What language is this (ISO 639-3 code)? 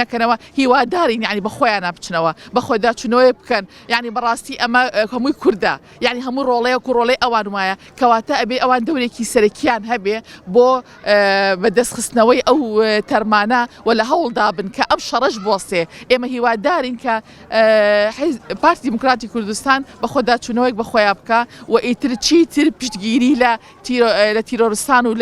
ckb